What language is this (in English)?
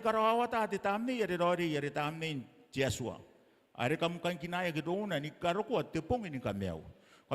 Gilbertese